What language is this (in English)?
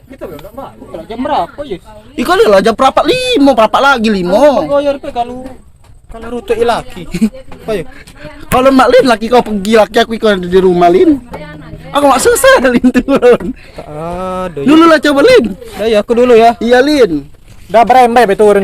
Musi